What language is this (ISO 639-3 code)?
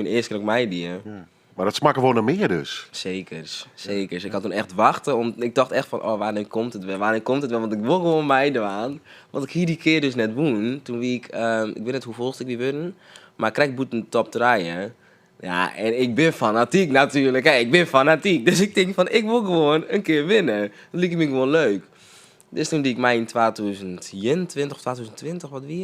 fry